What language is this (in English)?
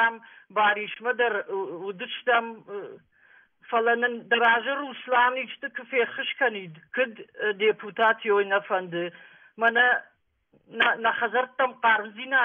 Ossetic